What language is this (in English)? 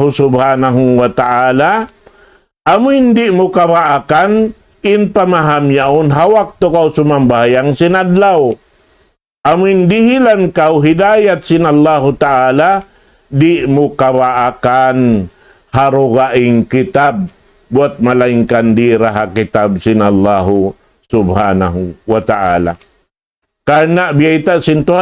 Tausug